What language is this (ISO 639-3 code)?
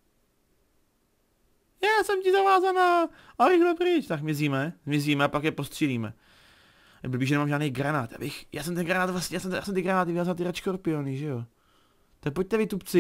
ces